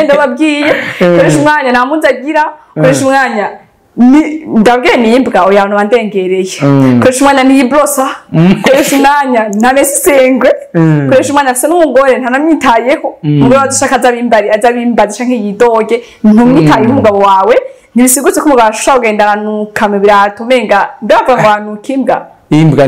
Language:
Rundi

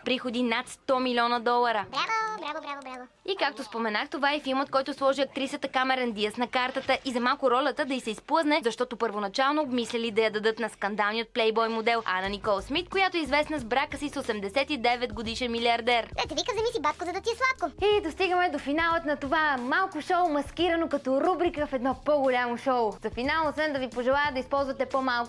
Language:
Bulgarian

